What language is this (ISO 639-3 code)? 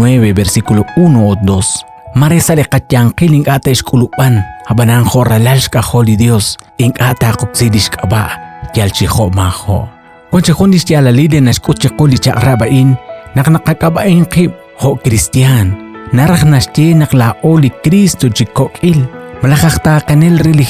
kek